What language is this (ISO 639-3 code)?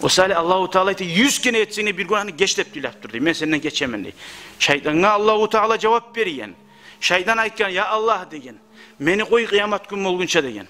kum